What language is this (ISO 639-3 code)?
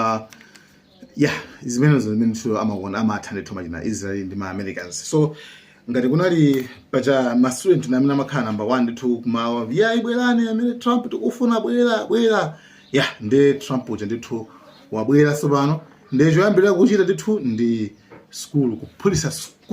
nya